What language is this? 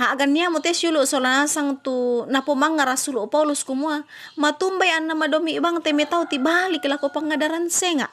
Toraja-Sa'dan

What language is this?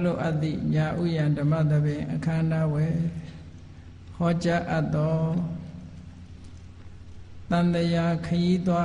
Burmese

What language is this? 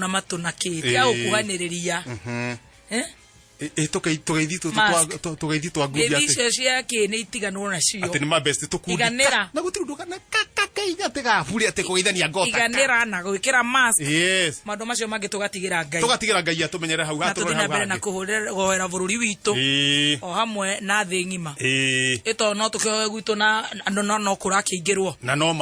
Kikuyu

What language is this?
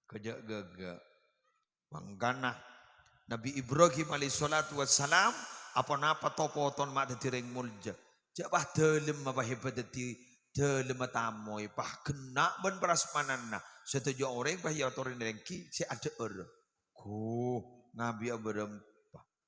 Madurese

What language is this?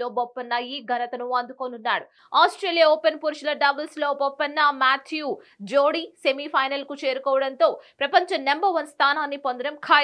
Telugu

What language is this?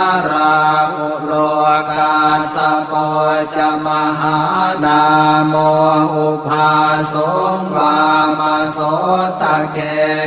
Pali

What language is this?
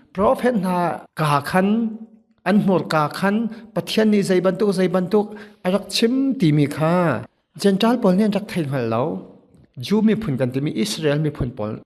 Hakha Chin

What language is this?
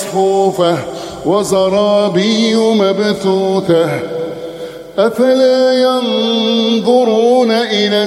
Arabic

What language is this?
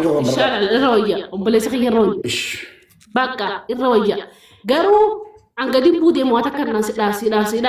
Oromo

